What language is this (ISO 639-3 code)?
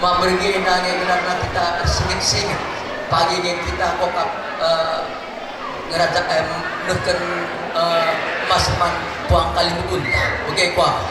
btx